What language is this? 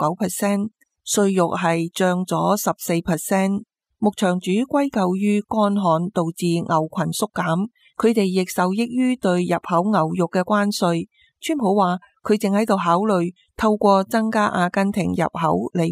Cantonese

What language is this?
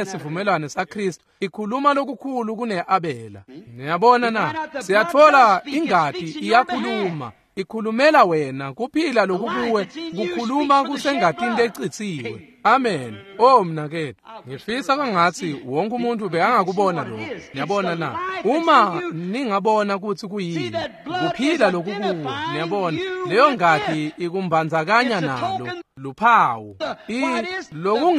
Swati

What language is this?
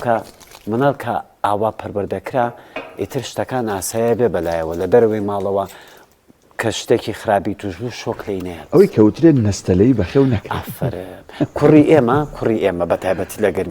Central Kurdish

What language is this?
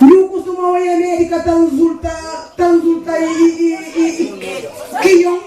Kabuverdianu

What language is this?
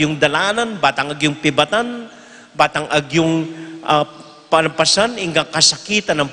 Pampanga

